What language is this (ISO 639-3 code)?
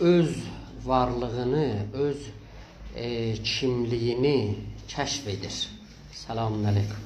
azb